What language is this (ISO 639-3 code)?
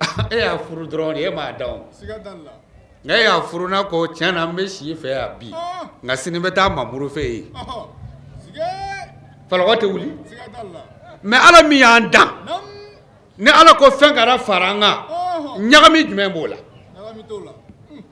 bam